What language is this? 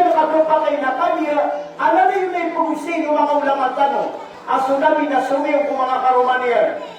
Maranao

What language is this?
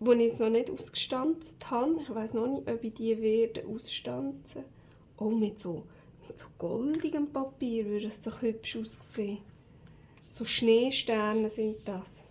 Swiss German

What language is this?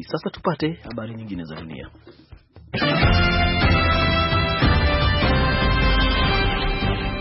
Swahili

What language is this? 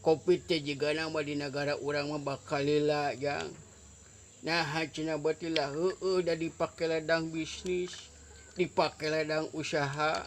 Sundanese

